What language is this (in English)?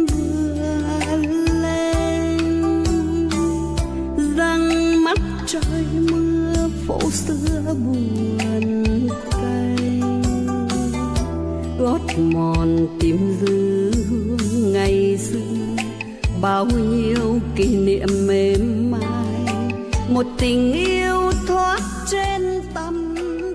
Vietnamese